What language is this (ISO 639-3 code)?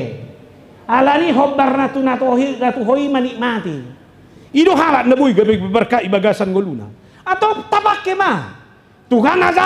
bbc